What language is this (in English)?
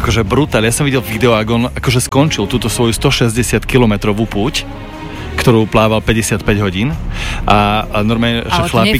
Slovak